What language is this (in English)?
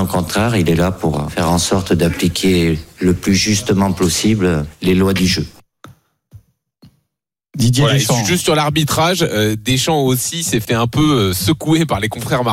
French